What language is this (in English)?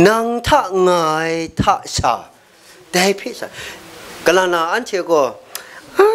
Kachin